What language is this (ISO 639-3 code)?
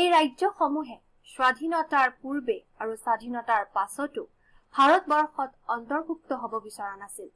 asm